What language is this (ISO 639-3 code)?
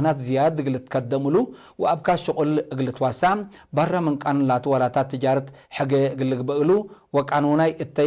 tig